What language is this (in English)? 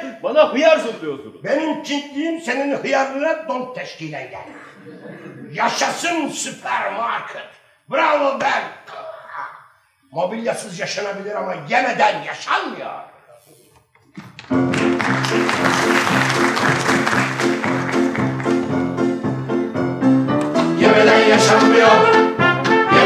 Turkish